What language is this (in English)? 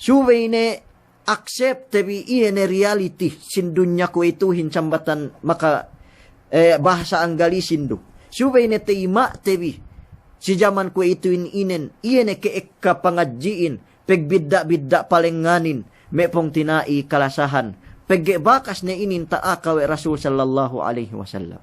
Yakan